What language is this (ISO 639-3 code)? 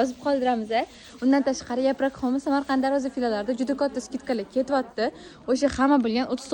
uzb